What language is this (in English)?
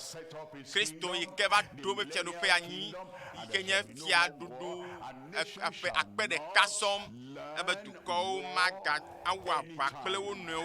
Ewe